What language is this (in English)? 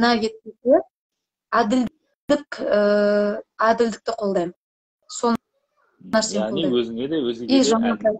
Kazakh